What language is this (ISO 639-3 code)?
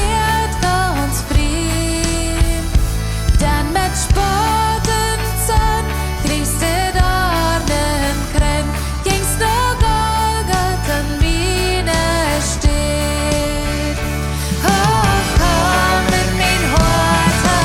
pdt